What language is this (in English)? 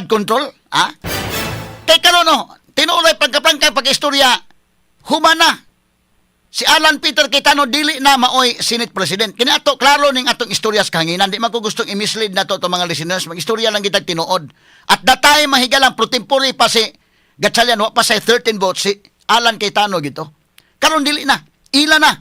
Cebuano